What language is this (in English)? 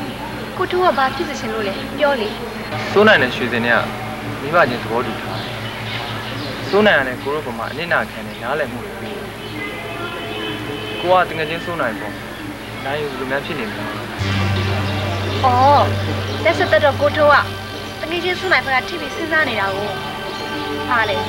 Burmese